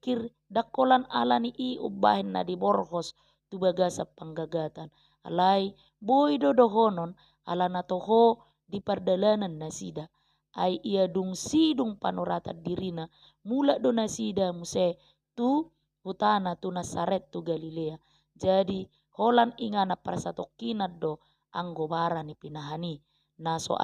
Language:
Batak Toba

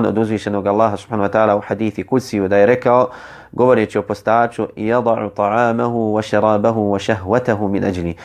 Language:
Bosnian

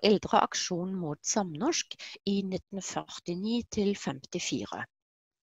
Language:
Norwegian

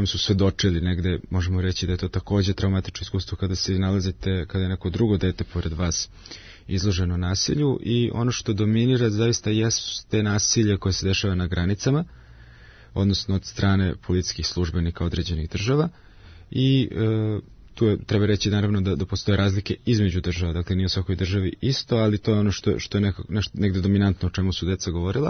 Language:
Serbian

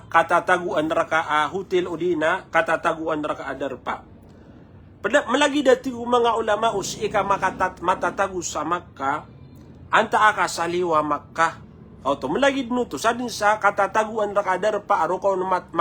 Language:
Maranao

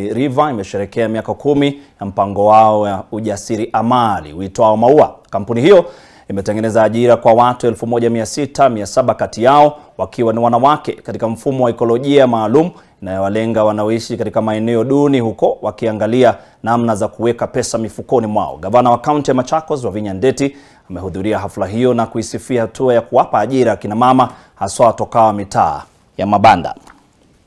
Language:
Swahili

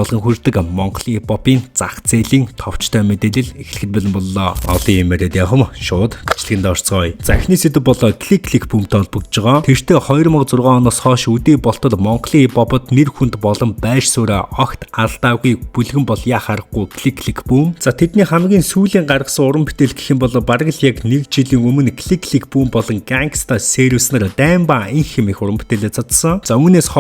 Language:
Mongolian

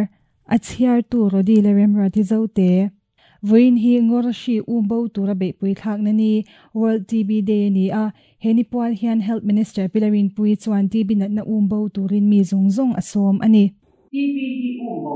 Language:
Mizo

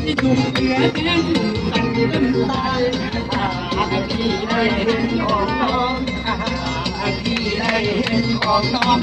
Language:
Lao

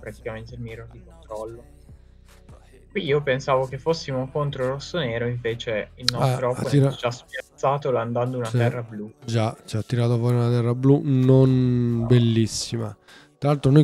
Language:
Italian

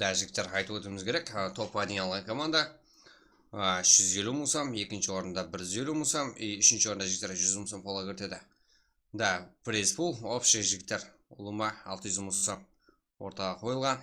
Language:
Kara-Kalpak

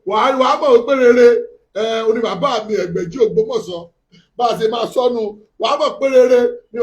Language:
Yoruba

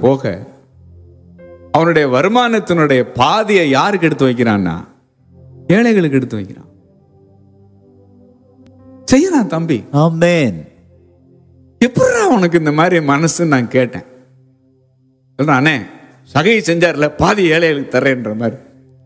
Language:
Tamil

